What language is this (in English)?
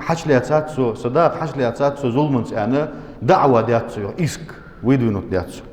Ingush